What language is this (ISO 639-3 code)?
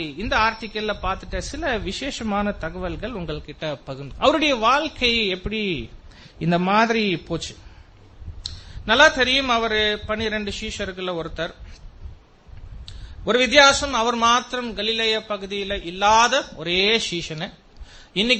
tam